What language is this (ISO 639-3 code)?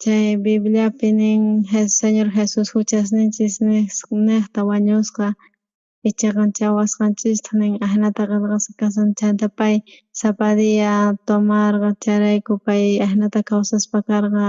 quh